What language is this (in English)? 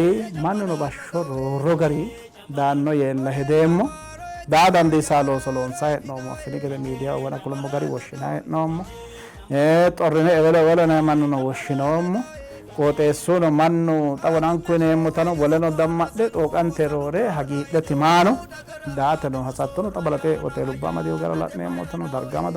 Sidamo